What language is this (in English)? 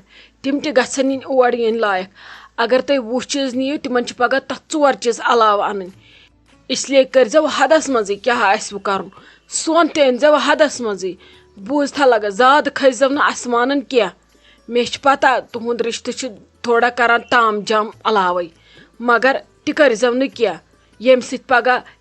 Kashmiri